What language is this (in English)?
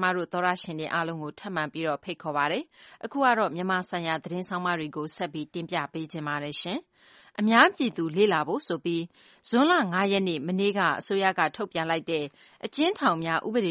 Burmese